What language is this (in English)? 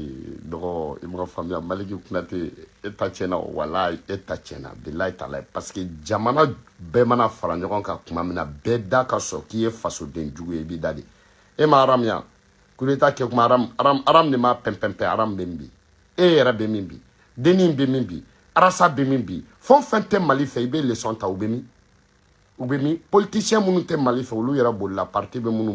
Bambara